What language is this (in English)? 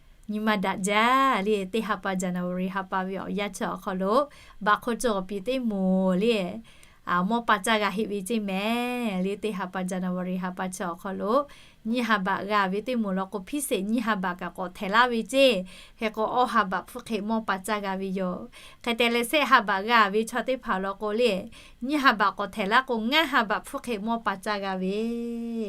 Lahu